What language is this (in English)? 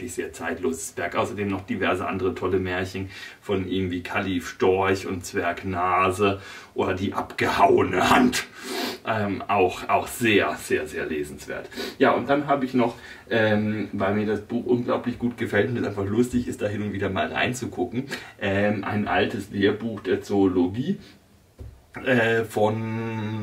German